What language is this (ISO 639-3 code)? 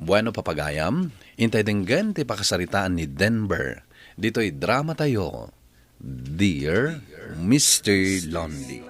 ilo